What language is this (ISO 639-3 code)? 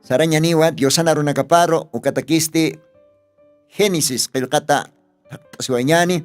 aym